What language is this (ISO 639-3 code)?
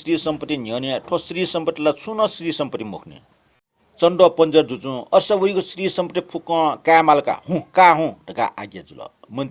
new